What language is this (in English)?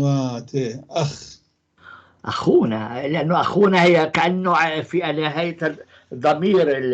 North Levantine Arabic